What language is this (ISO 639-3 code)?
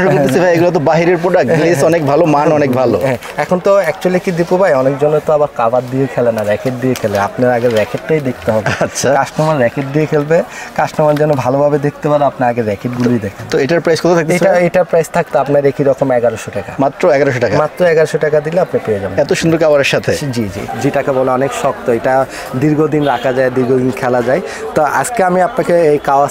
ben